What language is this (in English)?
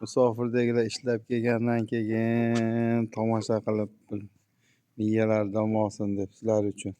Uzbek